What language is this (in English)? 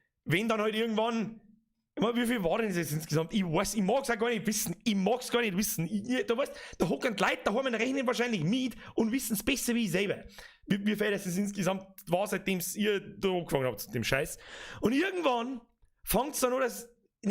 Bavarian